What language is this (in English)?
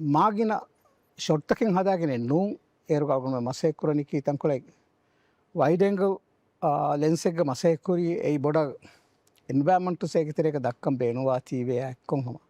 Divehi